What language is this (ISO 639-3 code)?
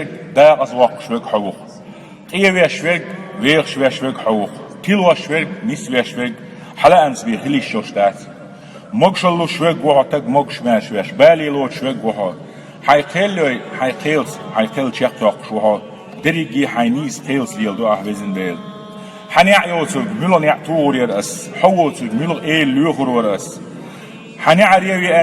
che